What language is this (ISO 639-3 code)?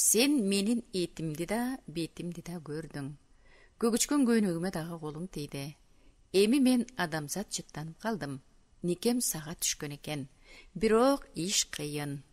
kir